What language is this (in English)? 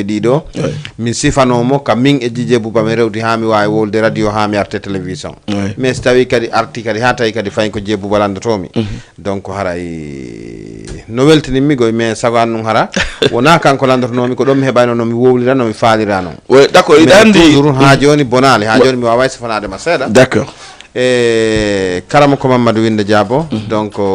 Fula